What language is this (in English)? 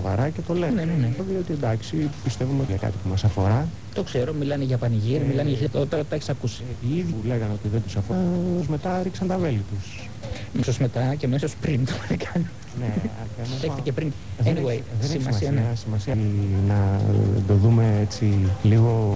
Greek